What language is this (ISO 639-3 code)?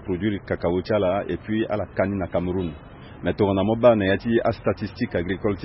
sag